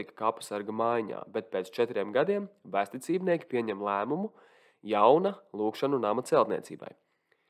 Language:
Latvian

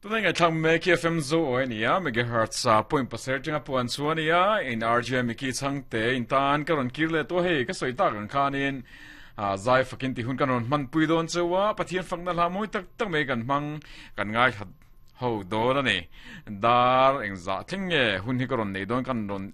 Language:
Mizo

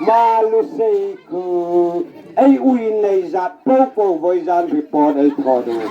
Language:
Hmar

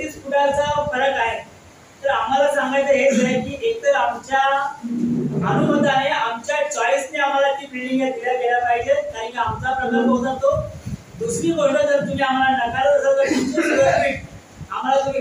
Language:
Marathi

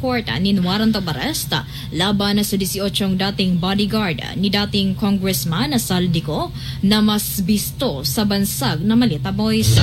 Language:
Bikol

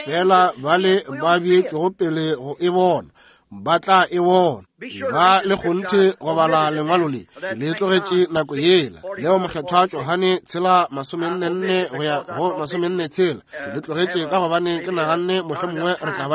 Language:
Northern Sotho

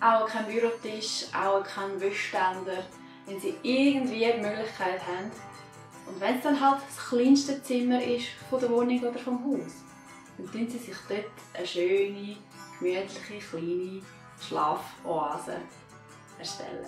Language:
Swiss German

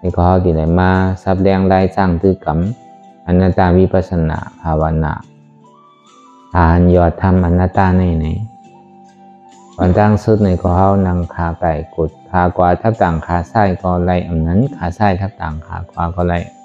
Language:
Shan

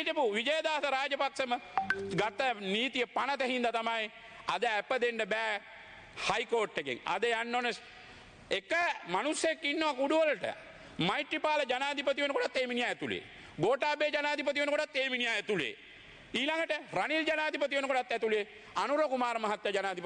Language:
Sinhala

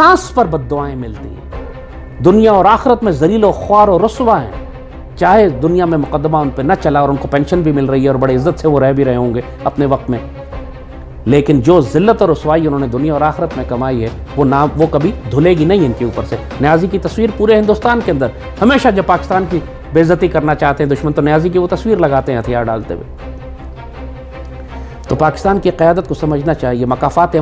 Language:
Urdu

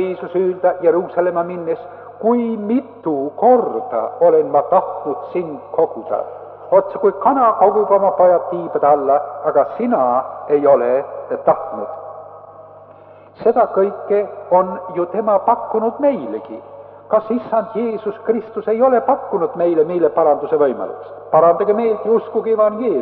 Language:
Estonian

